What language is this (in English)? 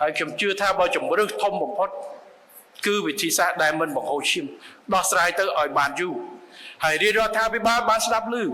Khmer